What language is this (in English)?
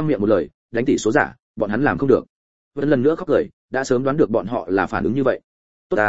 Vietnamese